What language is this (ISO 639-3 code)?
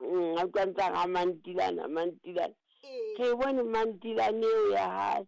sot